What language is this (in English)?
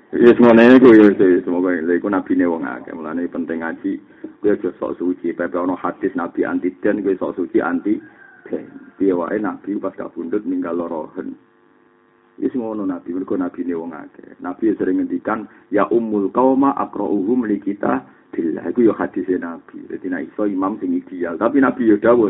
Javanese